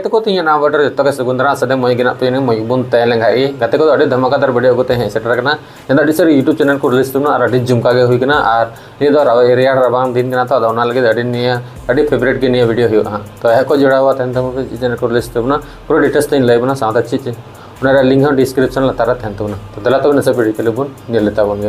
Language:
Santali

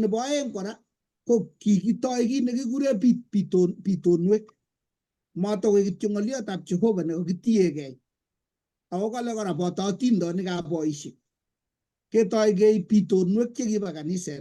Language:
Kalenjin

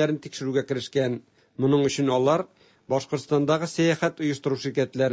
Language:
Tatar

